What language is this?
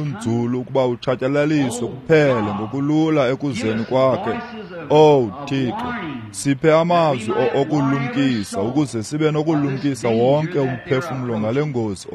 Xhosa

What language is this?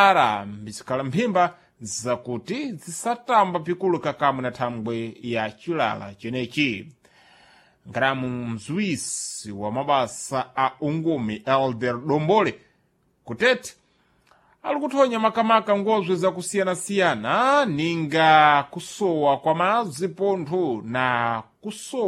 Sena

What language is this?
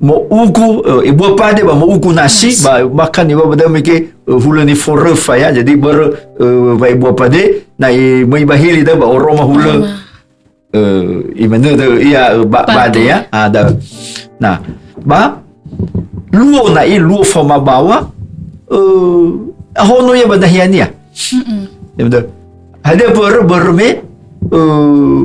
Nias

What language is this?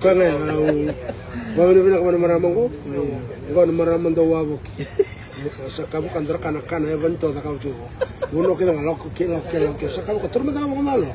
Fijian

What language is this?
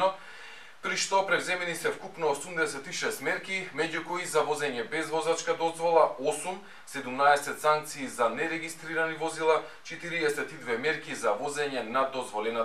Macedonian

